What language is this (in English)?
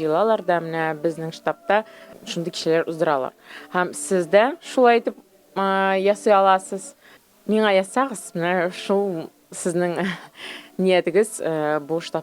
Tatar